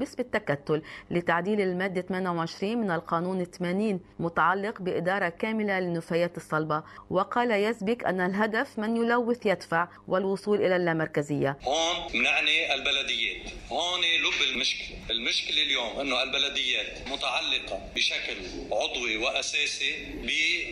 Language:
North Levantine Arabic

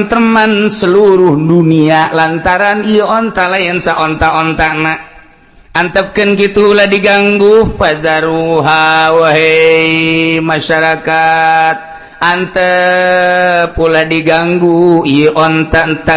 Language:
Sundanese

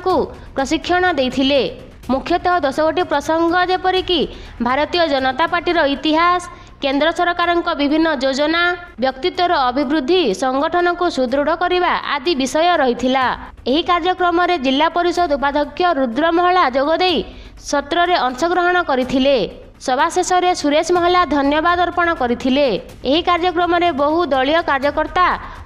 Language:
Odia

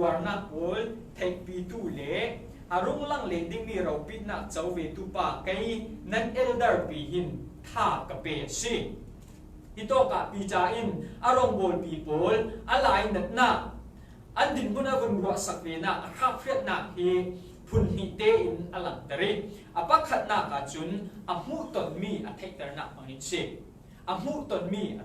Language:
Falam Chin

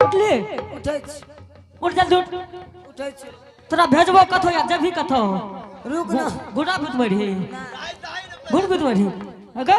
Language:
Angika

